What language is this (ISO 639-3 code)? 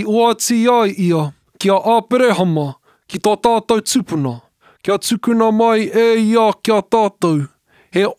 mri